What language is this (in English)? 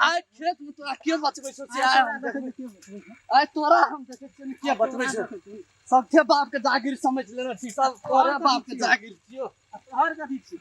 Maithili